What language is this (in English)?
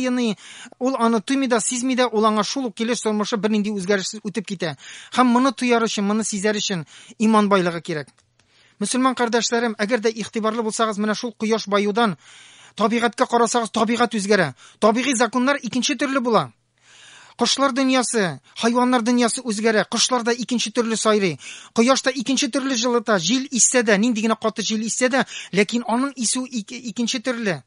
Tatar